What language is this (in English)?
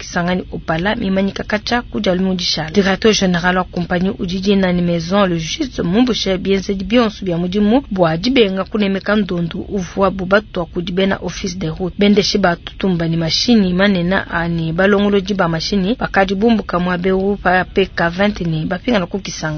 Luba-Lulua